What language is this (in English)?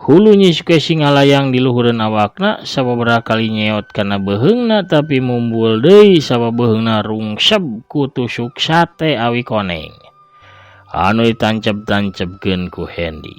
Sundanese